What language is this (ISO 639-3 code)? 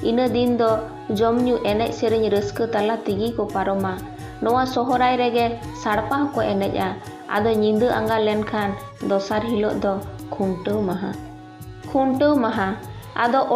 sat